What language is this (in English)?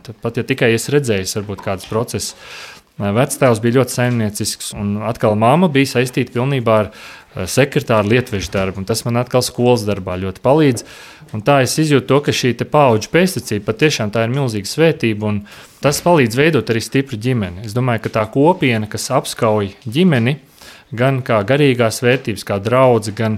Latvian